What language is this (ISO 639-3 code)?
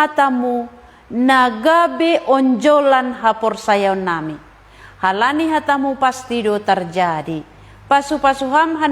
bts